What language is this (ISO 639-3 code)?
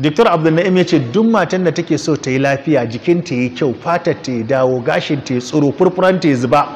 hau